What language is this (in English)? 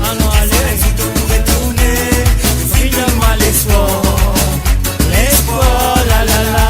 Morisyen